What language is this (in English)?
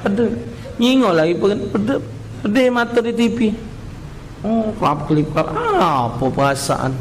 Musi